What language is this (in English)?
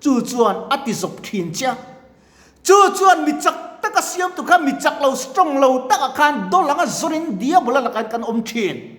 Mizo